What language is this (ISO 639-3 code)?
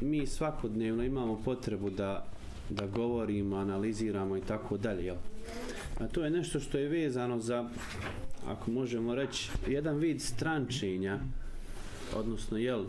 bos